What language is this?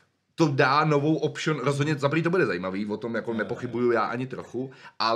Czech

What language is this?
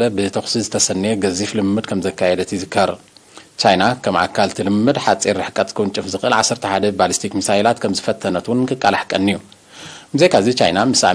Tigrinya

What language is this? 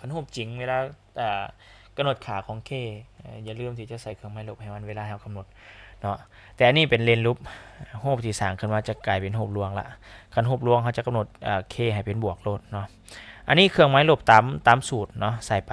Lao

